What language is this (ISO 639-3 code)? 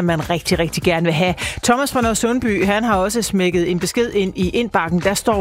dan